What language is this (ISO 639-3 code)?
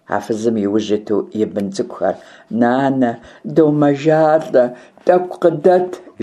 kbd